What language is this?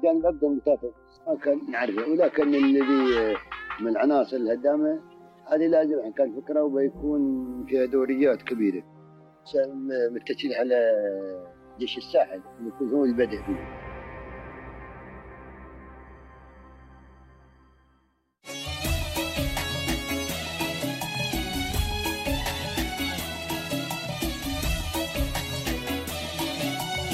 Gulf Arabic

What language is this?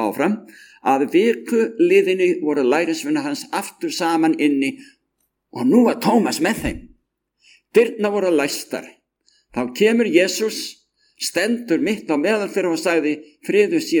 Icelandic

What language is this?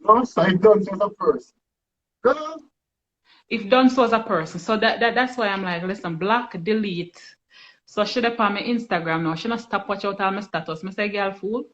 Jamaican Creole English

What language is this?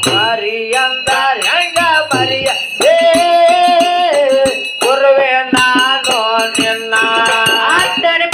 Kannada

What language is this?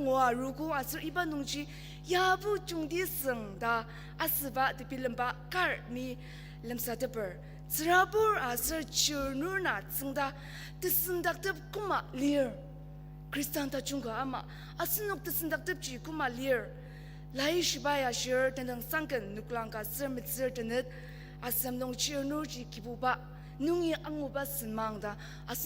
Ao Naga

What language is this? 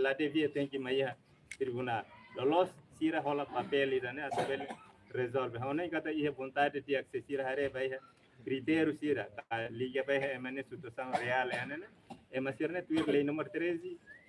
Tetum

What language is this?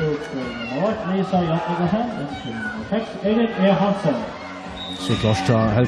Faroese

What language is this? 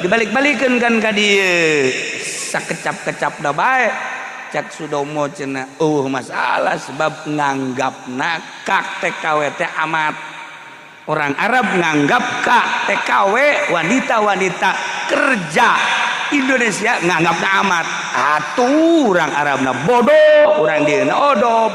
Sundanese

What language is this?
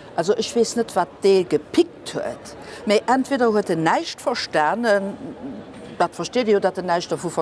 Luxembourgish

